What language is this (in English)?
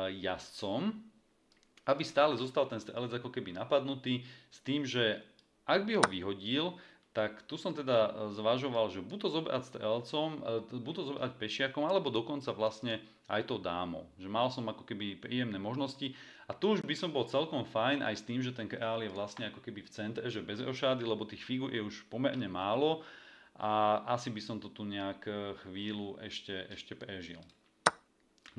Slovak